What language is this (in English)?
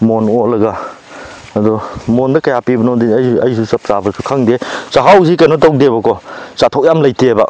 Manipuri